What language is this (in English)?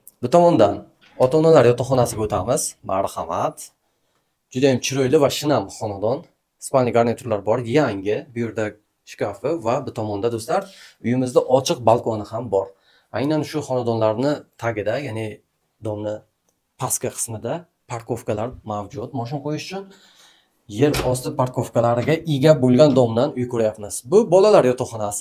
Uzbek